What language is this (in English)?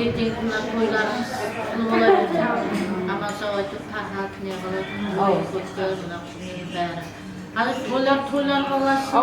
Kara-Kalpak